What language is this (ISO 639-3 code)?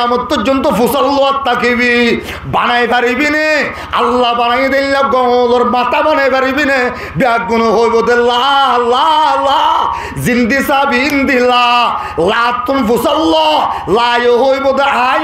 rhg